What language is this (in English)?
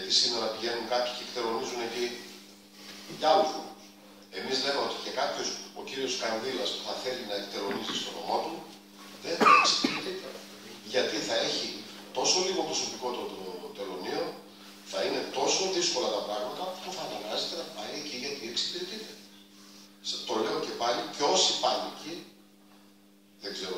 Greek